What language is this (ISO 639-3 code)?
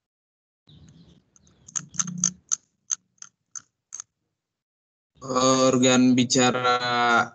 ind